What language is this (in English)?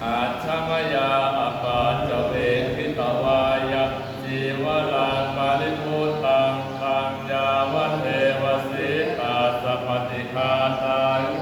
Pali